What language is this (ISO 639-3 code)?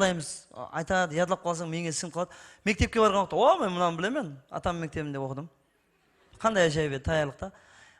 kaa